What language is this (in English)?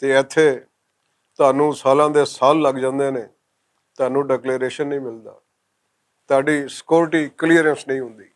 Western Panjabi